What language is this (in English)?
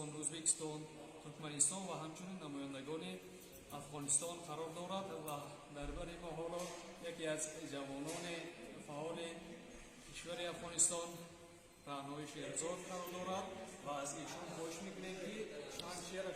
Tajik